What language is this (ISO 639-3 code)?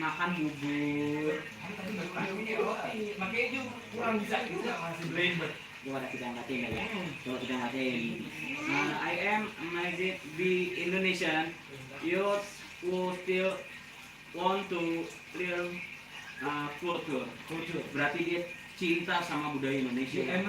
bew